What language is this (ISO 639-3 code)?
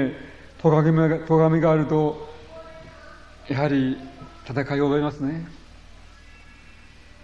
jpn